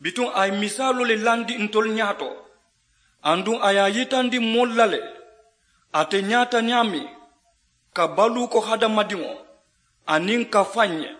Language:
Mandingo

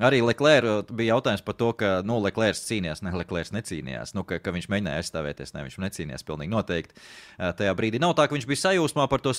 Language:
Latvian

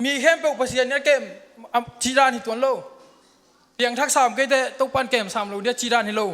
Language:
Tedim Chin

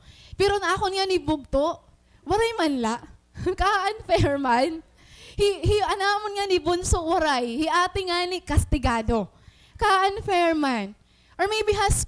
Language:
Waray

